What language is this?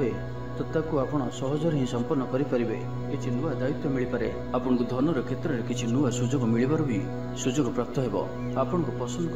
Odia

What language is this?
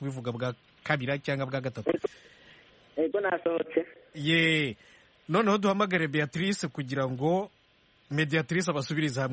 Kinyarwanda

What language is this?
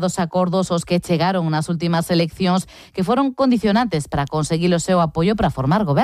Galician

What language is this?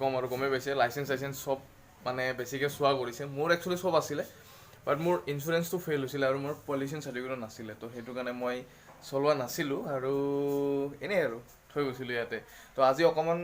Assamese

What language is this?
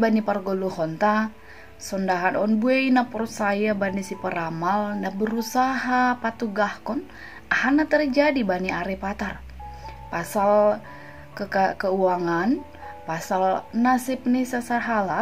Batak Simalungun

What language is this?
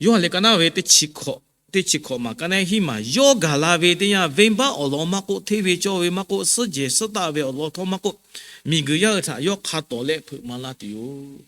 Lahu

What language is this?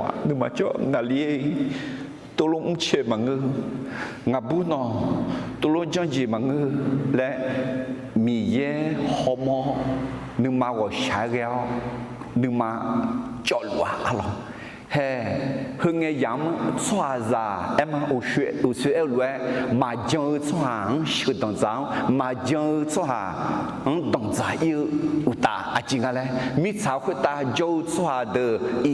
Akha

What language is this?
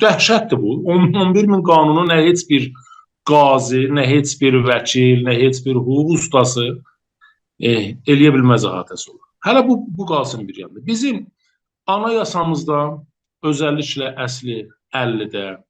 South Azerbaijani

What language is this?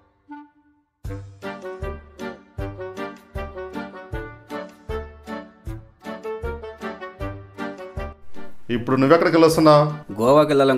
Telugu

